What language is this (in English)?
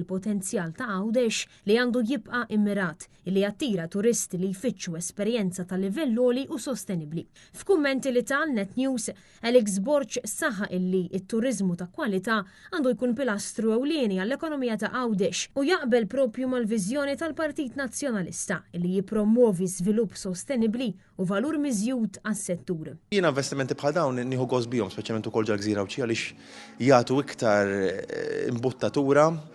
Maltese